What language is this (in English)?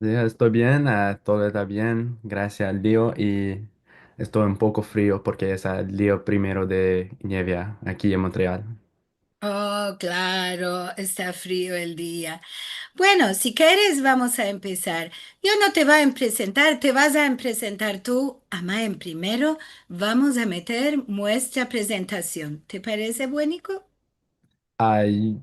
Ladino